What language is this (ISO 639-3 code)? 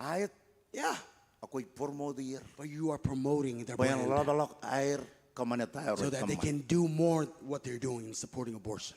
mah